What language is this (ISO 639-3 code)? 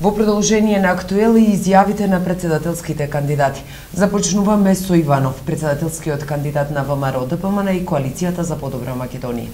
mkd